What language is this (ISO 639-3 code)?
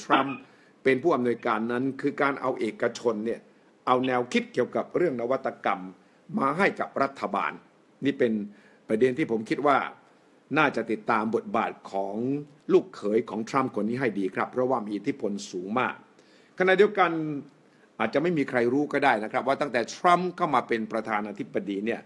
tha